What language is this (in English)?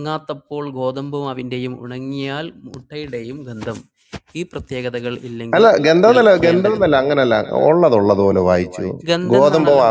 Malayalam